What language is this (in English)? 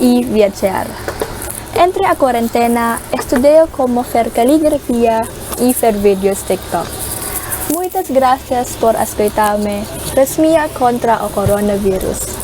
Aragonese